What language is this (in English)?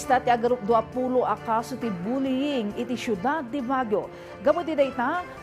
Iloko